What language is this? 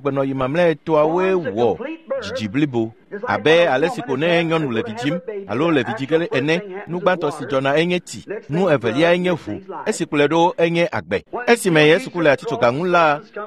Ewe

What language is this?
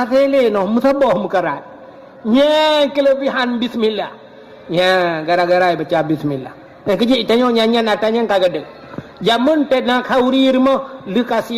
Achinese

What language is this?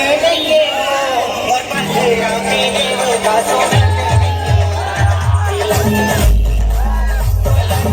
Chhattisgarhi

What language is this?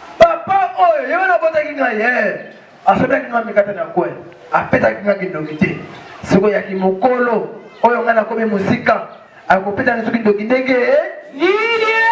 Lingala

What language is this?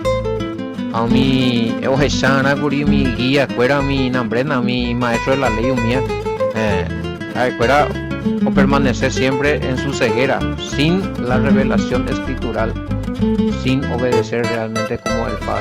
Guarani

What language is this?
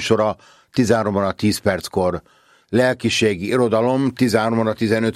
Hungarian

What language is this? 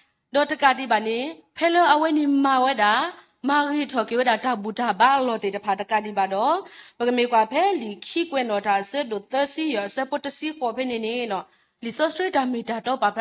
S'gaw Karen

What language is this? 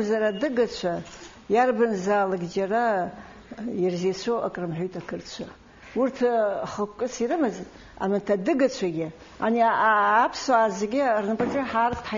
Abkhazian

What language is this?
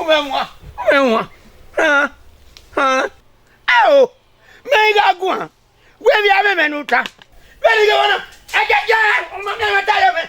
Bini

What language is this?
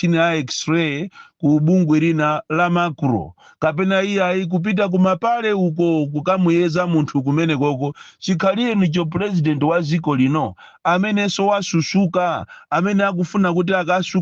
Nyanja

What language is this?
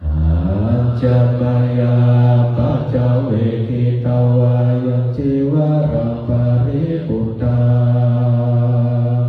Pali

